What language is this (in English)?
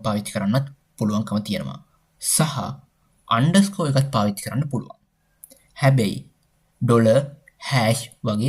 Sinhala